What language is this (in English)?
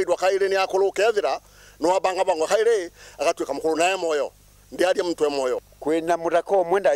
Meru